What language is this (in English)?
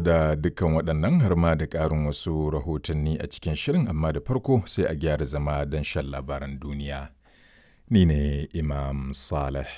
Hausa